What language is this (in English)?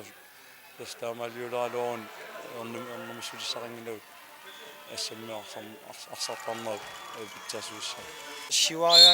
Kalaallisut